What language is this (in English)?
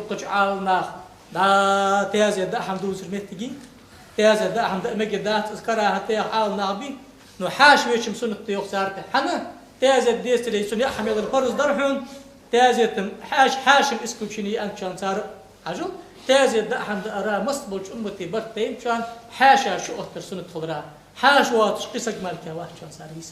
Ingush